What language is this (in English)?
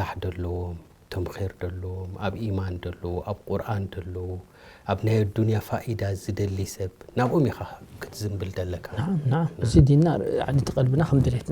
Tigrinya